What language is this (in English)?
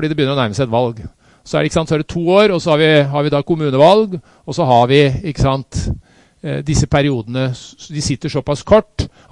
Norwegian